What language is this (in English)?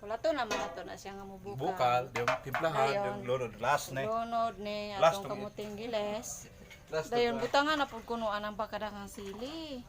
Cebuano